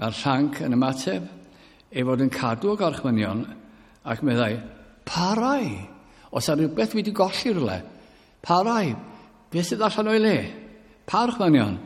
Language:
Welsh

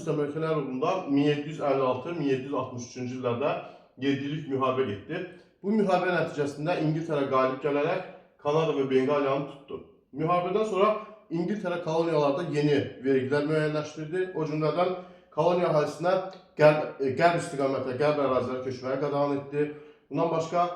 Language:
Azerbaijani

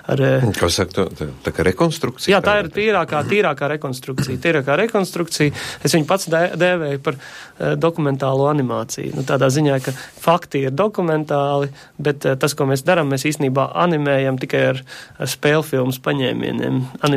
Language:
Latvian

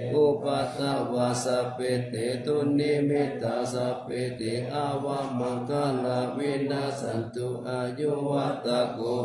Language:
Pali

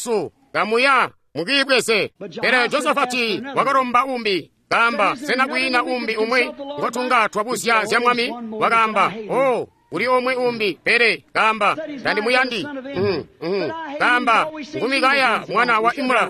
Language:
Tonga (Zambia)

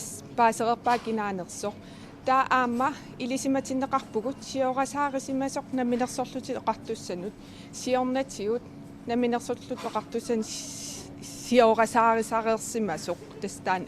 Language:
Kalaallisut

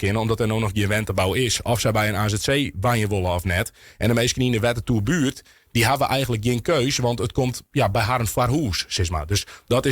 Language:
Western Frisian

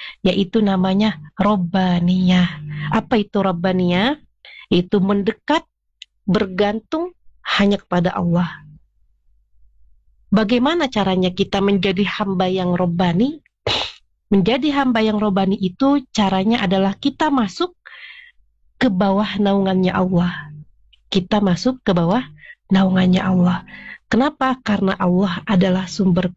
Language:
Indonesian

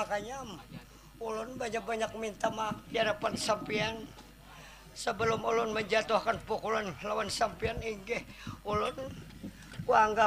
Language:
Banjar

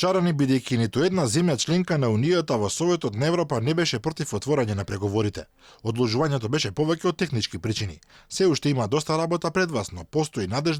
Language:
Macedonian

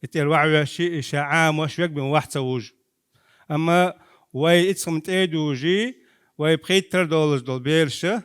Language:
Chechen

